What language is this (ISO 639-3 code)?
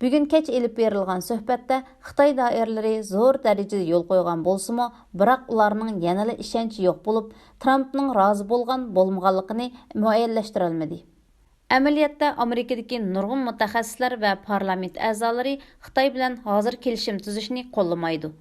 uig